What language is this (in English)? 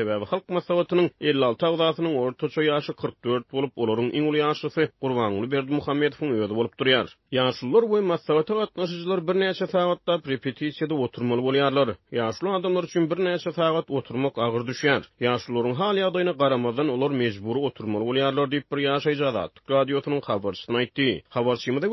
Turkmen